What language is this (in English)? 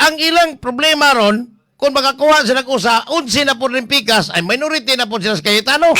Cebuano